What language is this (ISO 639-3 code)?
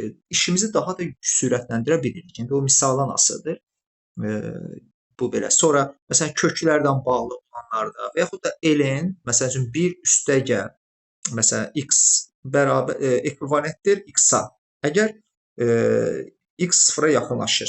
aze